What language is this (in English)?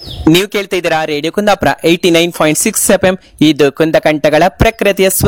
Kannada